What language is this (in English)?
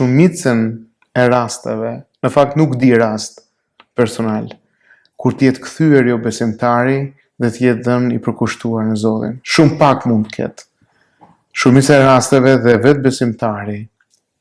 Albanian